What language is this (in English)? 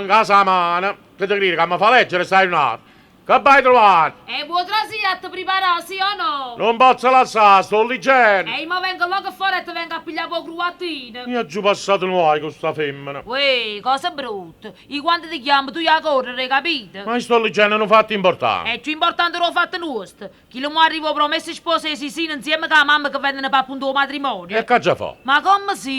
Neapolitan